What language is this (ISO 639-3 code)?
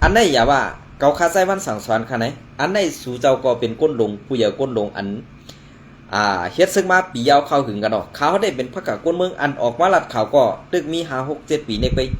shn